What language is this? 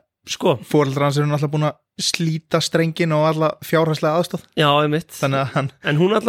Icelandic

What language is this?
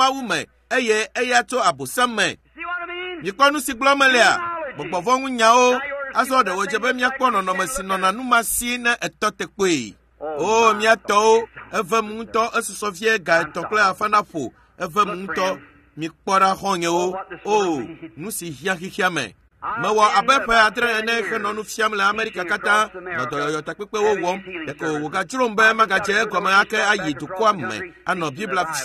Ewe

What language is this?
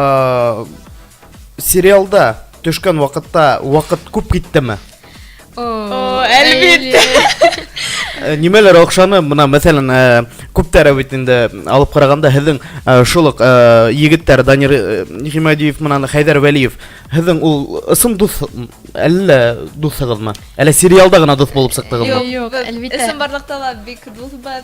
Bashkir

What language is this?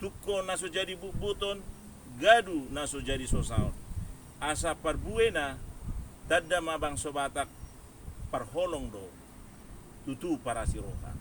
Batak Toba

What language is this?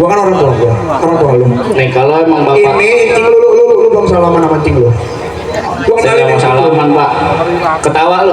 Betawi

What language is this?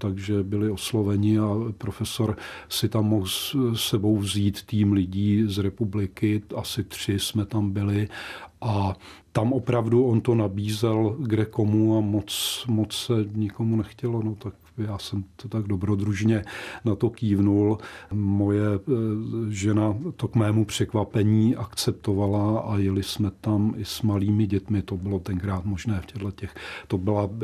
Czech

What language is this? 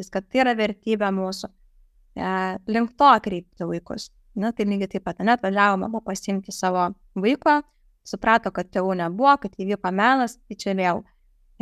Lithuanian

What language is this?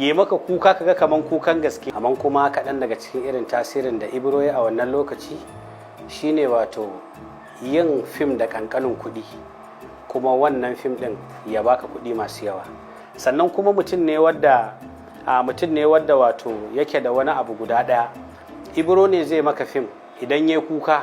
Hausa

